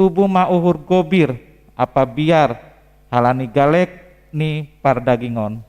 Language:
Batak Simalungun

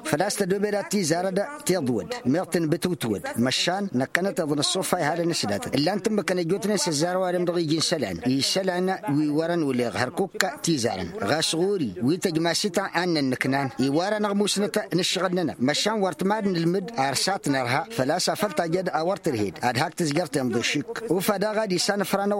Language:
Tamasheq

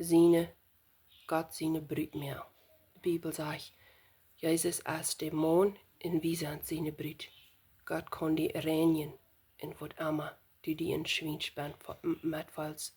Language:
Plautdietsch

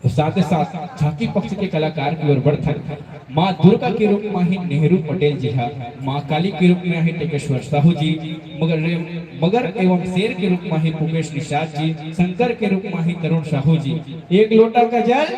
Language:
Chhattisgarhi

